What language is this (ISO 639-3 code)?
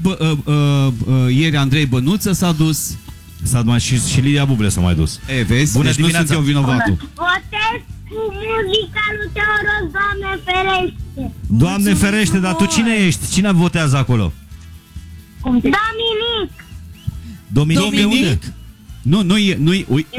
ron